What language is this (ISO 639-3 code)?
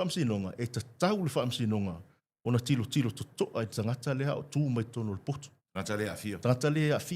smo